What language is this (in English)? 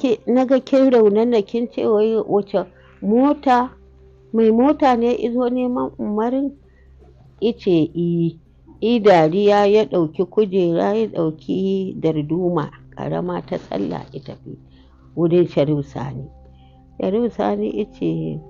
Hausa